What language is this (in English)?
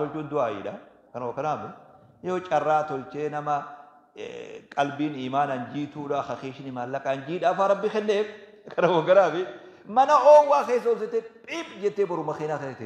Oromo